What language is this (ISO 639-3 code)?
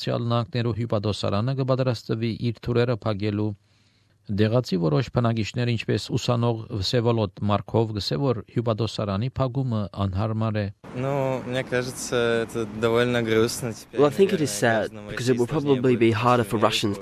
hye